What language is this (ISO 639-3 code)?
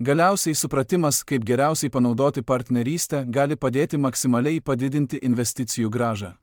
lit